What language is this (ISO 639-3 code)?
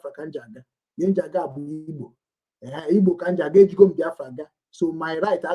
ibo